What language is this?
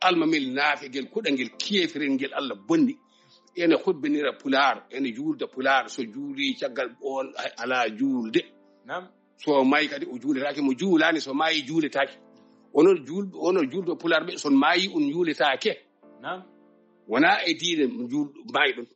Fula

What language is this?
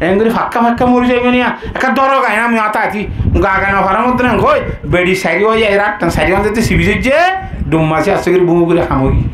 Rohingya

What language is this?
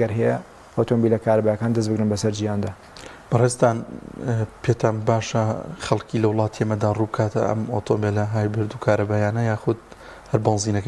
Central Kurdish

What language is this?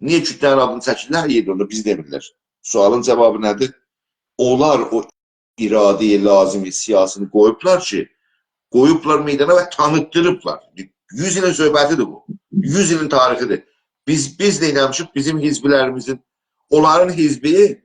South Azerbaijani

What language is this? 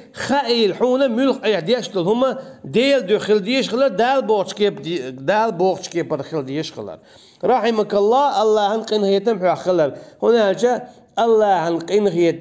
Chechen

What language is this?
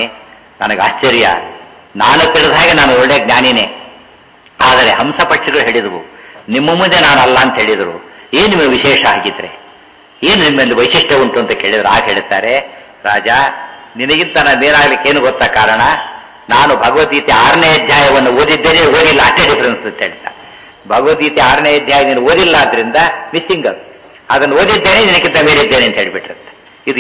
Kannada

